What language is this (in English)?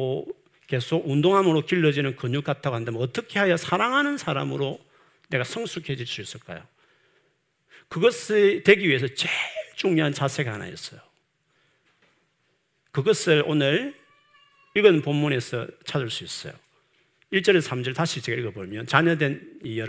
Korean